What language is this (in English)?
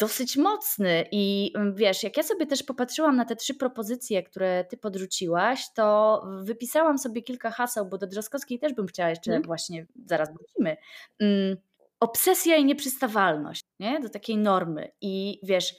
Polish